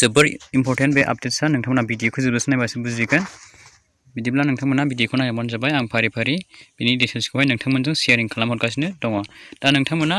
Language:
Bodo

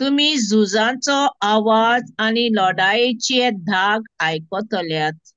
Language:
Konkani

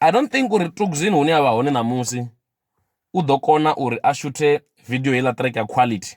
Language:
Venda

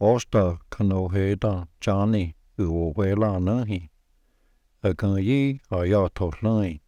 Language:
Cherokee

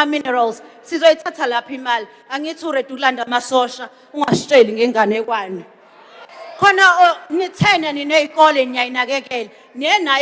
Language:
Zulu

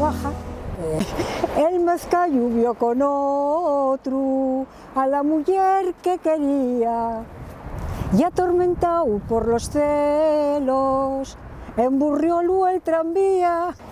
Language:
Asturian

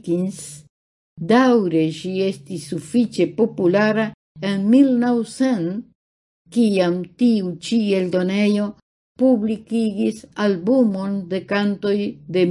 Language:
Esperanto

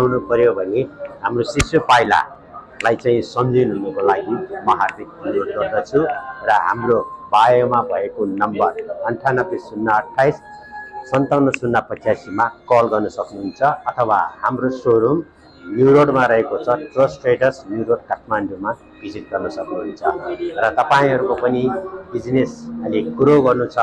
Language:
Nepali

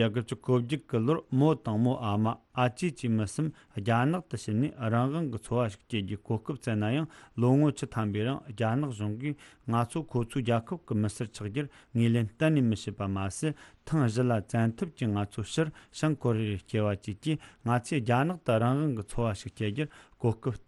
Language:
Tibetan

